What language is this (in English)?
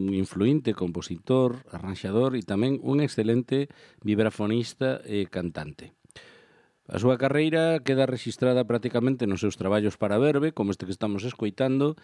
Galician